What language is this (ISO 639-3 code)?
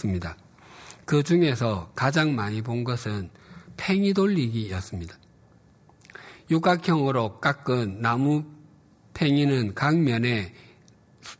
kor